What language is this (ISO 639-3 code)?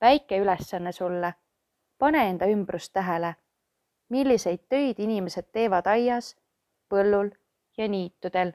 est